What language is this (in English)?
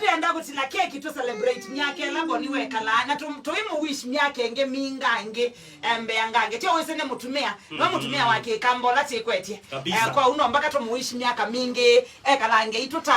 Kamba